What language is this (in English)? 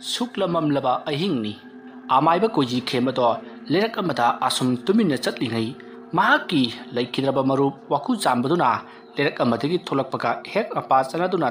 Manipuri